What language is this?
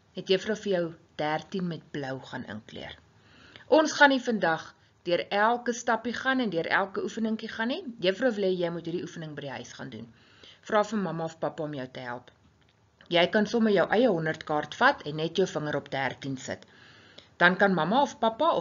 Afrikaans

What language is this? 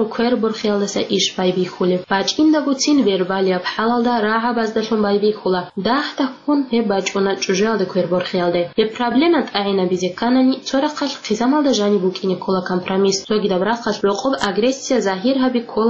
Avaric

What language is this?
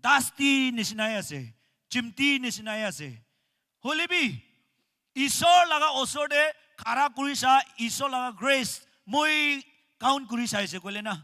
Naga Pidgin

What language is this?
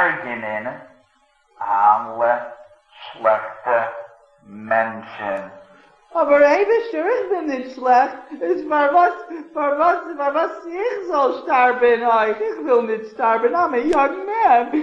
Yiddish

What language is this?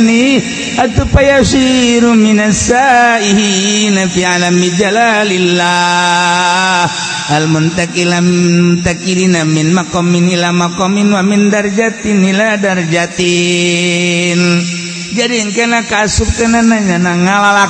Sundanese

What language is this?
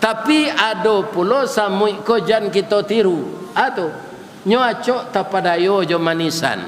Minangkabau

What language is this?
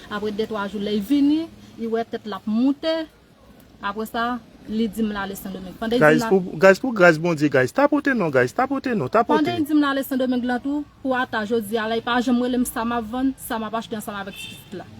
Haitian Creole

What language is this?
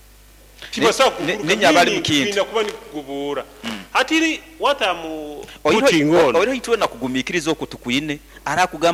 Nyoro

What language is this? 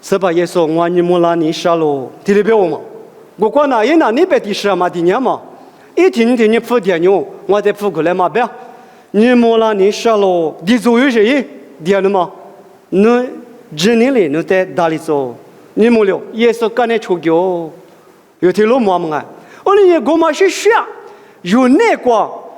Lisu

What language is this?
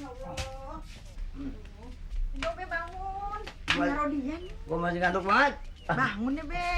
Betawi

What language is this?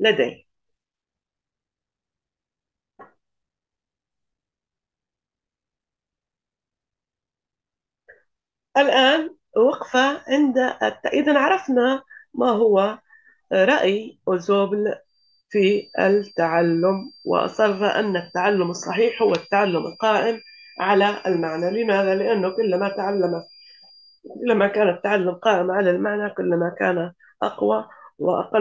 Arabic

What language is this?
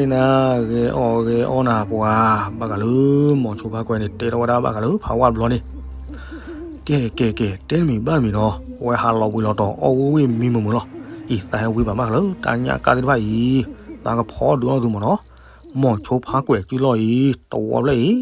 S'gaw Karen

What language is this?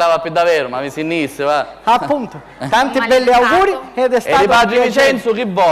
Sicilian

